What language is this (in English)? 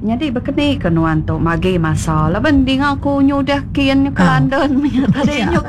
Iban